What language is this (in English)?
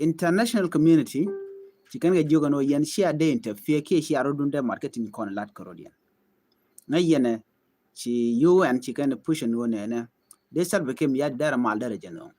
Nuer